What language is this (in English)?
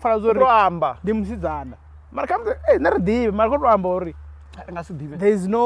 Venda